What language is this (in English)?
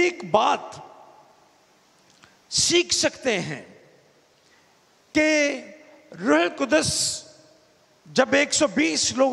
Urdu